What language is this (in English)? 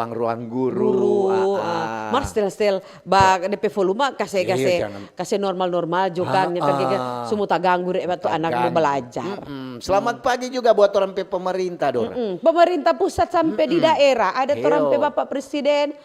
Manado Malay